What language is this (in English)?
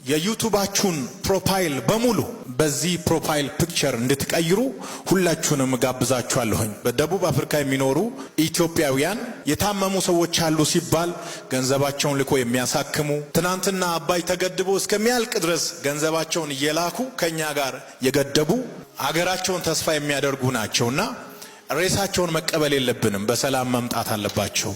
Amharic